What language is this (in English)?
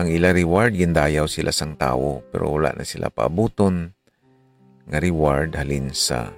Hiligaynon